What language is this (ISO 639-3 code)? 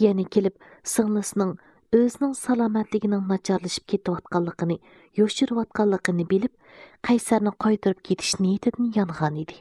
uig